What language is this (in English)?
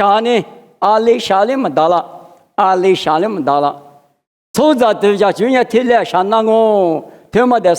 Lisu